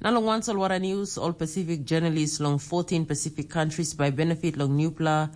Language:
Tok Pisin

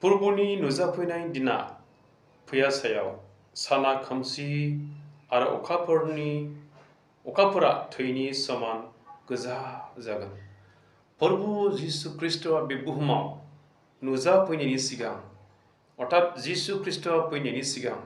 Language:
Bodo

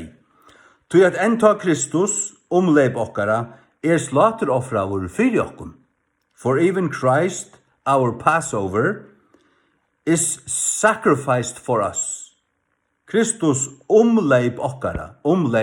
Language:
Faroese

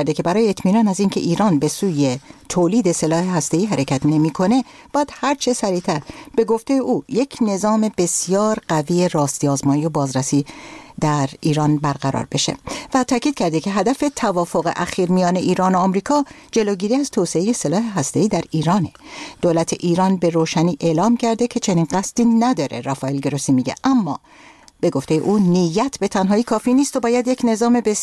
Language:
Persian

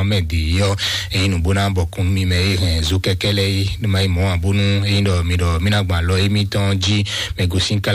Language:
Fon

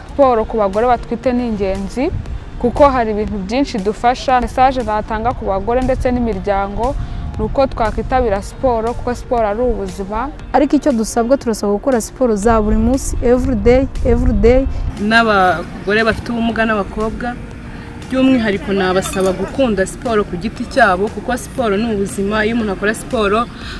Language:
Kinyarwanda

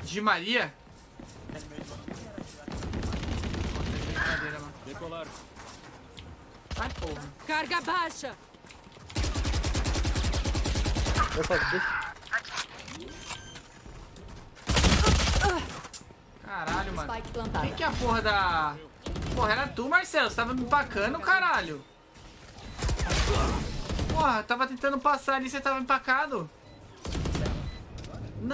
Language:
Portuguese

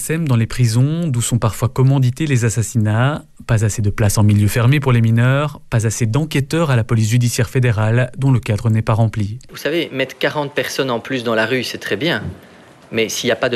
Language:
French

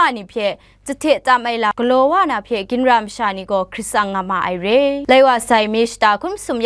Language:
Kachin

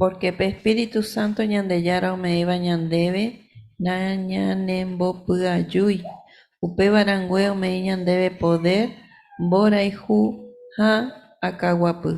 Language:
Guarani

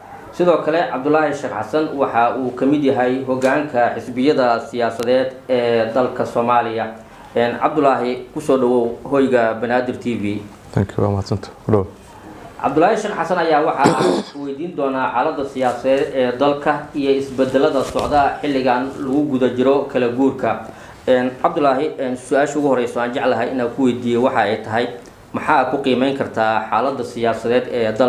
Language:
Somali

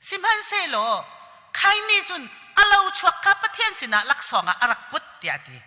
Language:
Hakha Chin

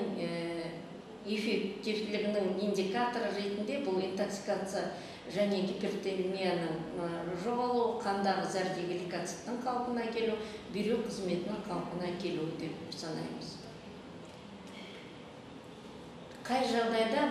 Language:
Kazakh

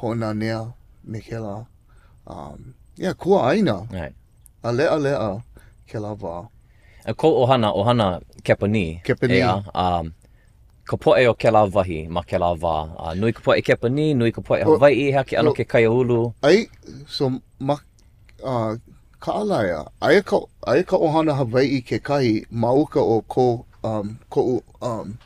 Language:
Hawaiian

